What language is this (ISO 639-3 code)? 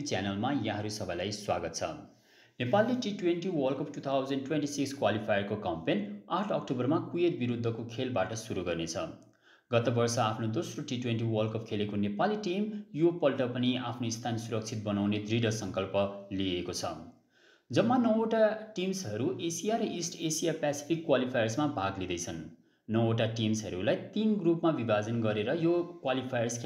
nep